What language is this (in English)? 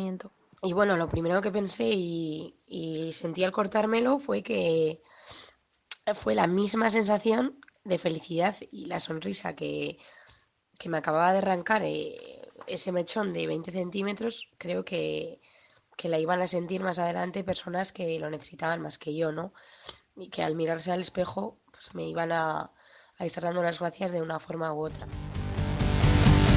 Spanish